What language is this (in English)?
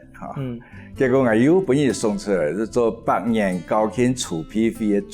Hakka Chinese